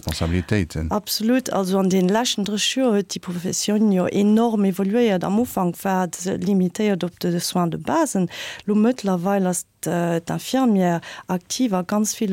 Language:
Luxembourgish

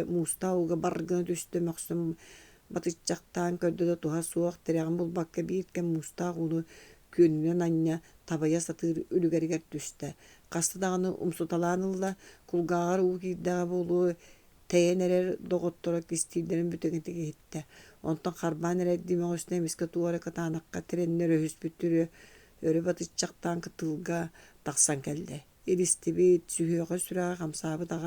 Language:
Yakut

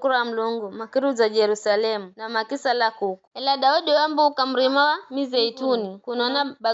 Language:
Giryama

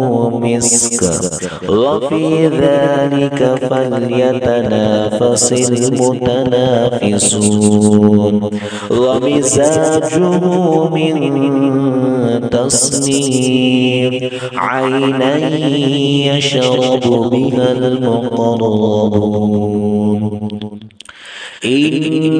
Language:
Arabic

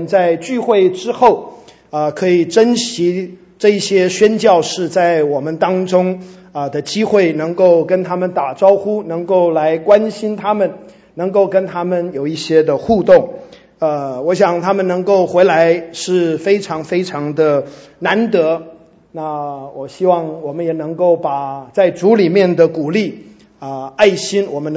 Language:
Chinese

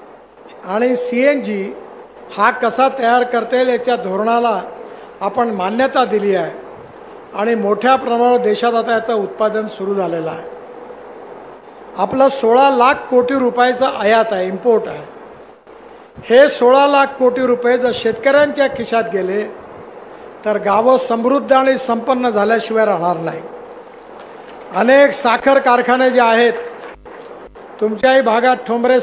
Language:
Marathi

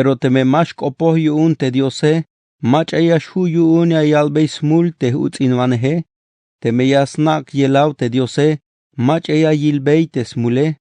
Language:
Tzeltal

